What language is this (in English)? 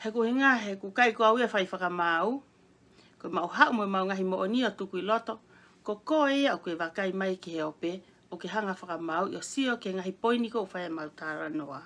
Tongan